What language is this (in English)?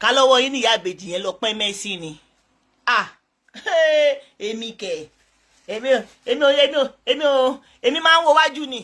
Yoruba